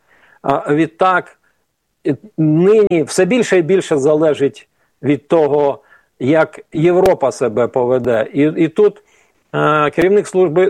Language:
Ukrainian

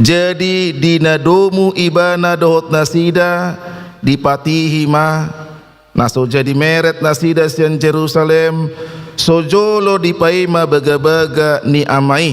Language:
Batak Toba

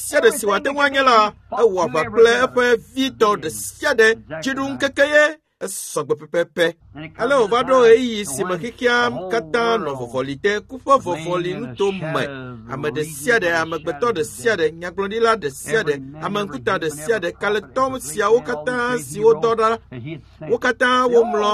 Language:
Ewe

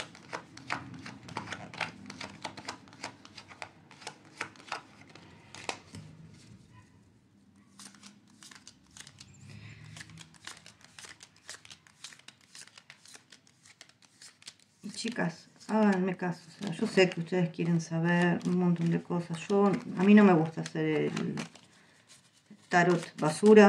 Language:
Spanish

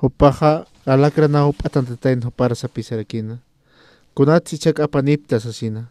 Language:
Aymara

